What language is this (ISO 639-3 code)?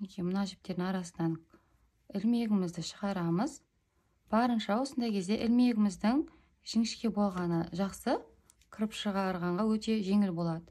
kaz